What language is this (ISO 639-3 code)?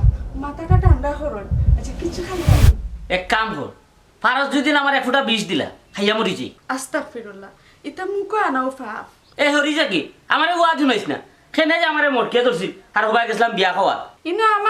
syl